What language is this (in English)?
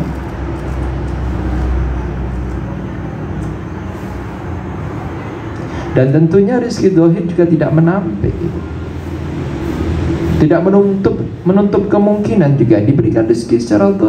Indonesian